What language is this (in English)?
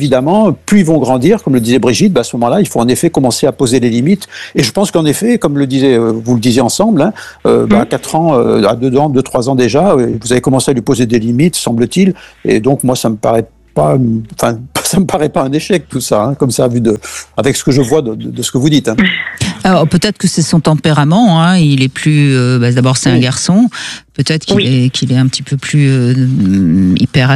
French